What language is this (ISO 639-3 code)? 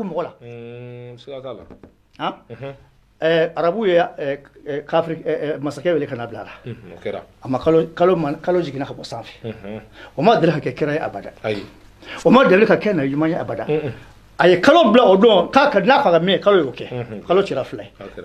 bam